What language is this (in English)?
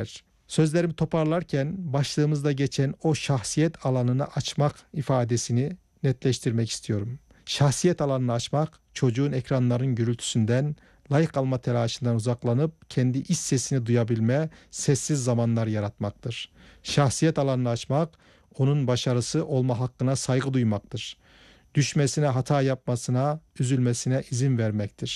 Turkish